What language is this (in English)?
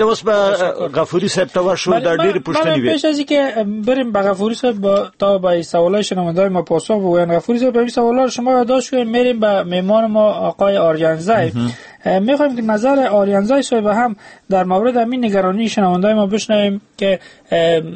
Persian